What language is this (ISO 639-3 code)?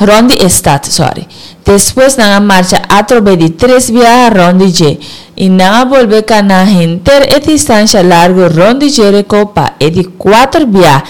pap